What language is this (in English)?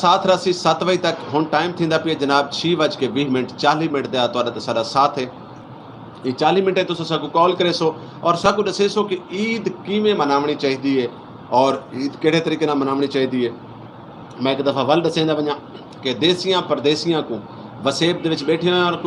Saraiki